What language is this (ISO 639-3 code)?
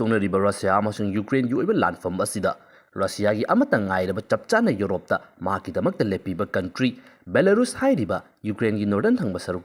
mni